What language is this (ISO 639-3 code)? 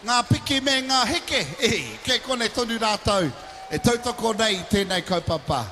mri